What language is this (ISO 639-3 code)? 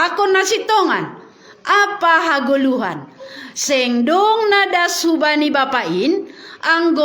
bts